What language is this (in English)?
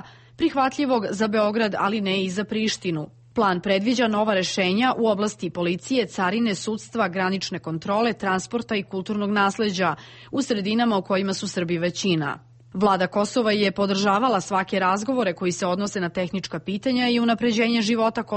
Serbian